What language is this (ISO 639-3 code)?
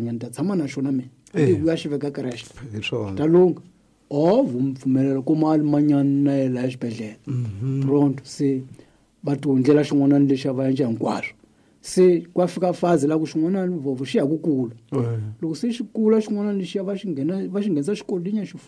tso